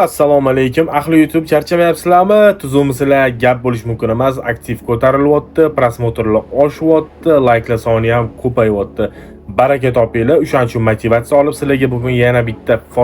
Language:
Uzbek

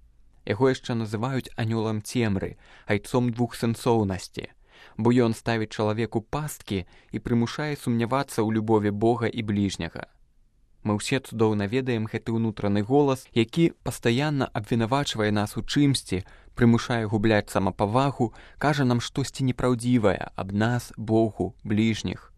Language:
Belarusian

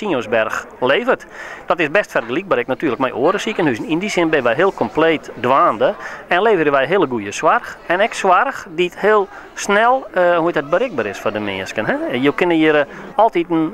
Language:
Western Frisian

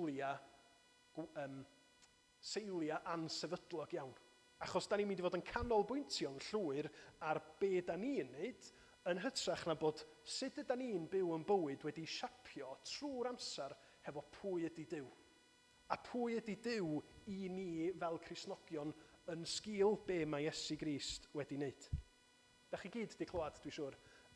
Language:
Welsh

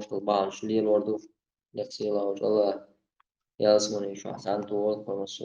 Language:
Chechen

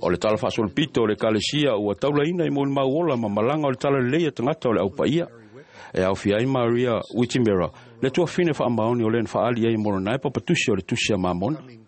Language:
Samoan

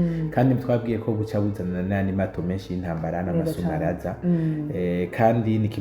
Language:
Rundi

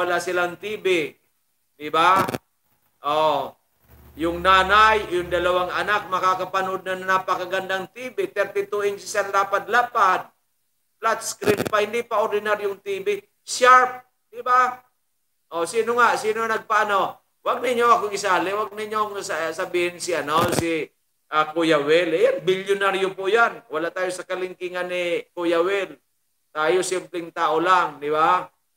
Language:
Filipino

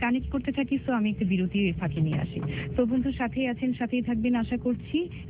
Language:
Bangla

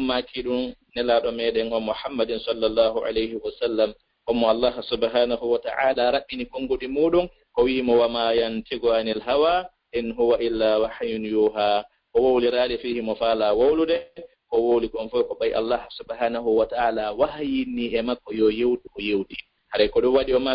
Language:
Fula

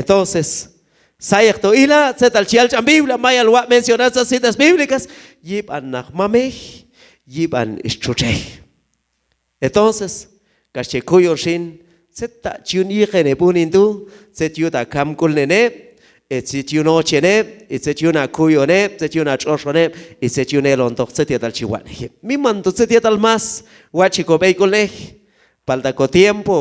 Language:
Q'anjob'al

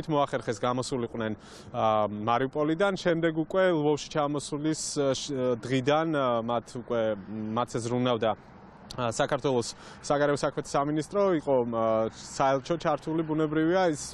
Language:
Georgian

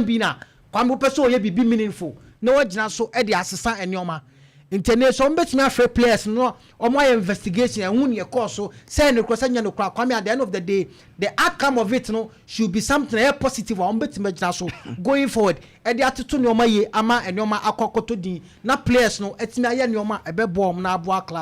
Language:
Akan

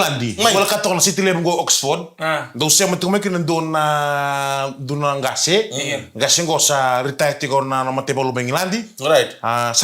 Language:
Fijian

